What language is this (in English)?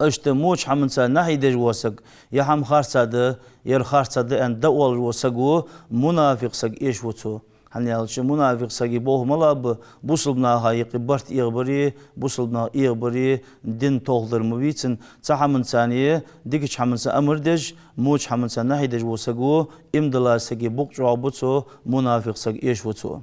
Ingush